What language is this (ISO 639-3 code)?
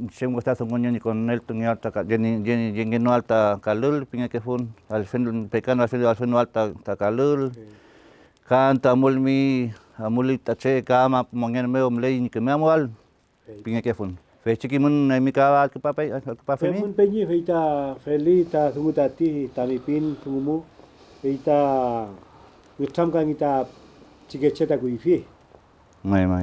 arn